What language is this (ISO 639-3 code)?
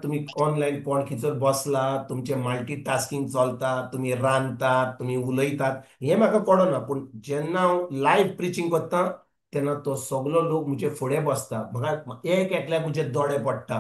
kok